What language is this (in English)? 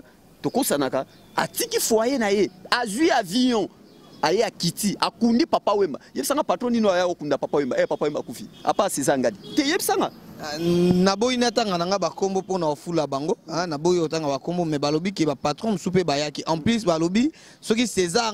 Lingala